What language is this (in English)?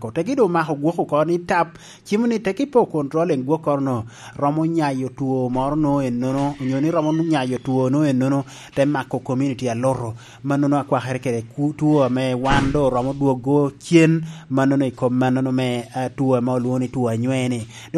Lango (Uganda)